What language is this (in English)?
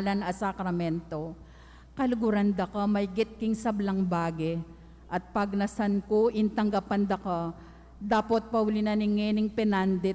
Pampanga